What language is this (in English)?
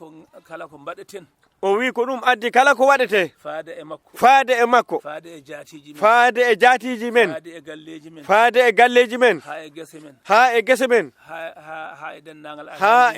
Fula